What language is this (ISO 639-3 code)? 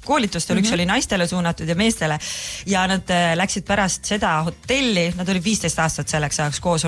est